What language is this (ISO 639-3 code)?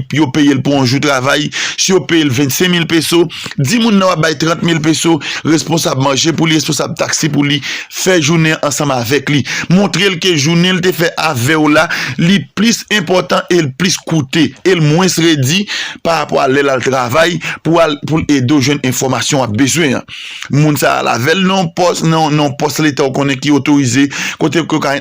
hat